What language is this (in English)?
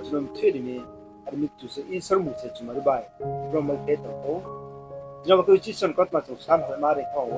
Riang (India)